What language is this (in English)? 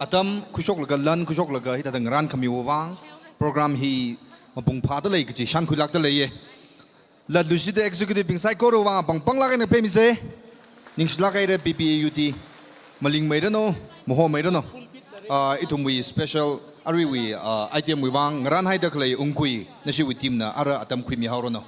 Tangkhul Naga (India)